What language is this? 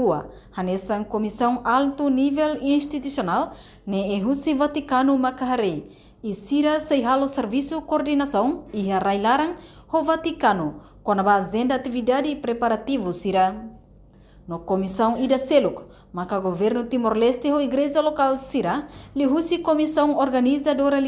Tetum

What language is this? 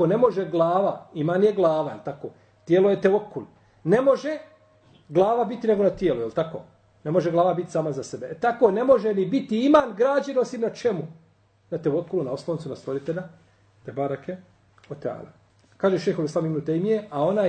Bosnian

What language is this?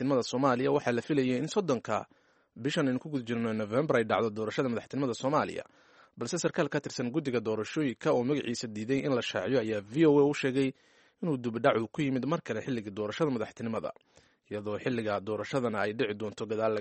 Somali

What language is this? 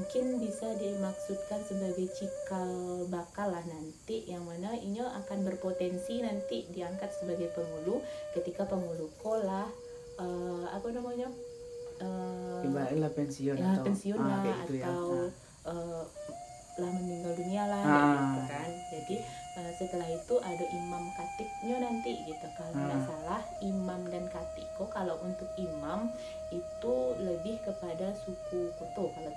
Minangkabau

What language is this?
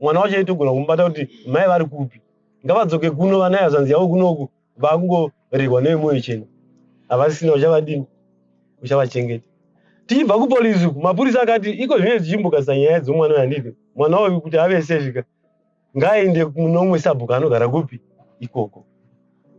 Shona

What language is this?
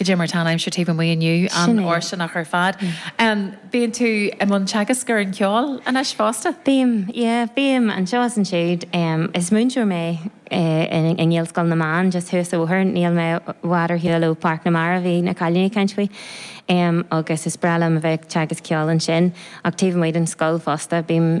Irish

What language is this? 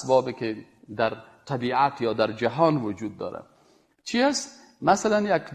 Persian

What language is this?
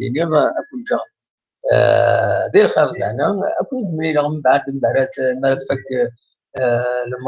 Kabyle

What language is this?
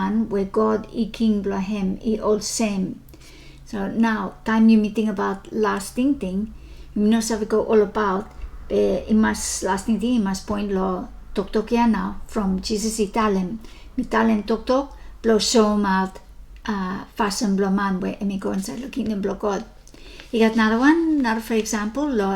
Bislama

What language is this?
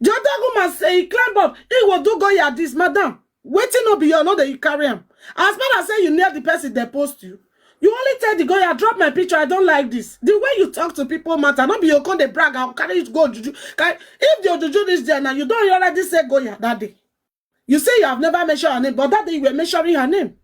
Nigerian Pidgin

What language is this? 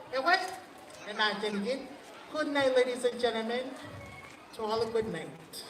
Marshallese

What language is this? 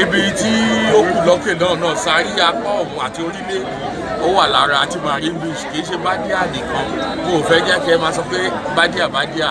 Yoruba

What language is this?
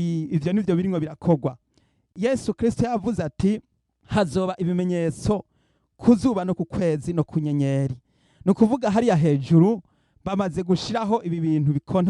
Rundi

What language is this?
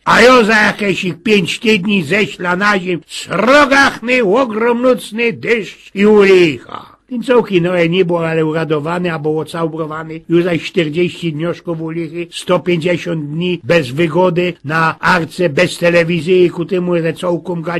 Silesian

